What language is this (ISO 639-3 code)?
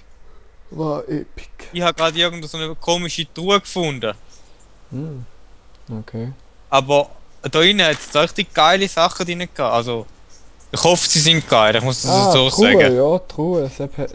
gsw